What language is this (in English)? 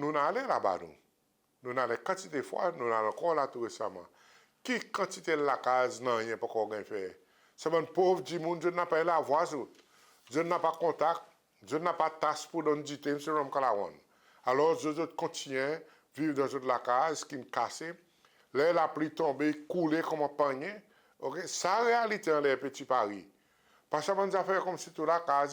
Seselwa Creole French